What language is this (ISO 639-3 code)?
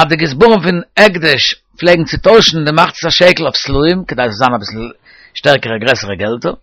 yid